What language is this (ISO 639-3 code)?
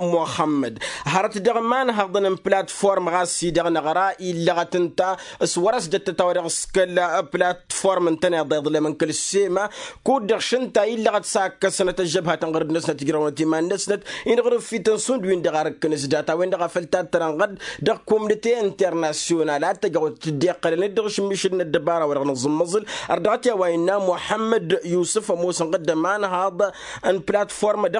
taq